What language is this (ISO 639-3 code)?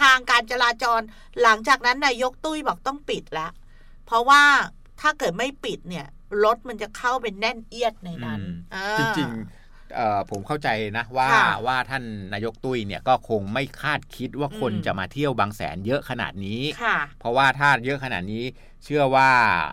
tha